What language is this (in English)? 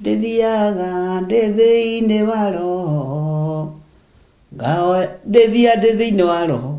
Kikuyu